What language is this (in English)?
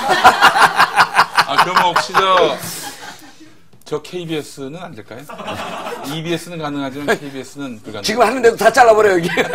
Korean